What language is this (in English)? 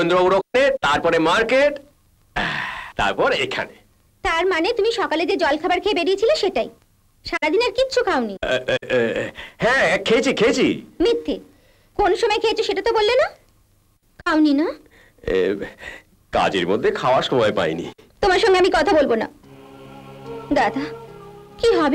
Bangla